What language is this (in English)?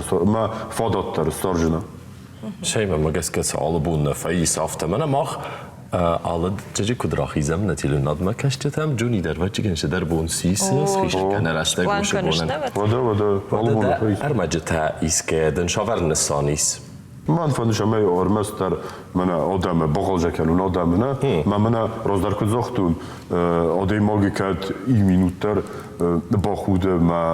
Ossetic